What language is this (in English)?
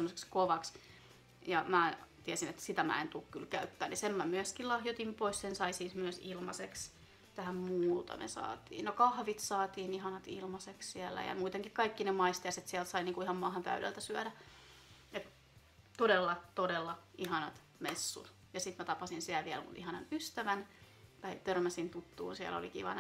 Finnish